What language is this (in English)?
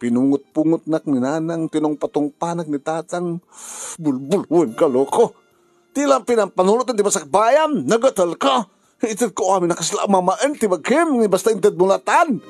Iloko